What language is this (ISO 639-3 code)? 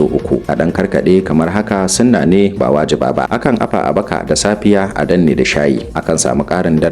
hau